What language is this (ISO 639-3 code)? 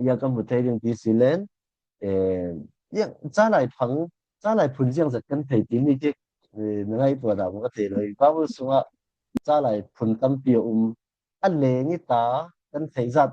cfm